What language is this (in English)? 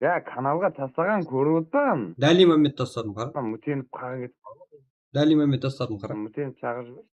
Kara-Kalpak